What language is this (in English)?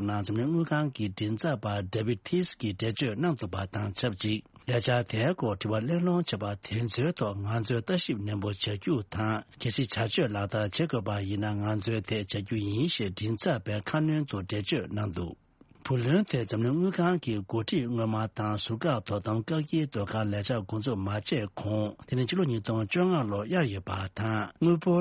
Tibetan